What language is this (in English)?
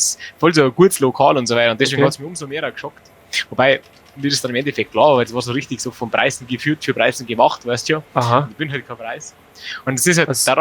Bavarian